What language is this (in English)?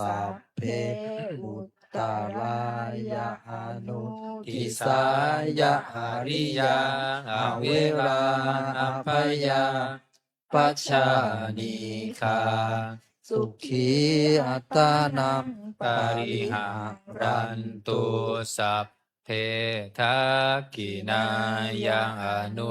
Pali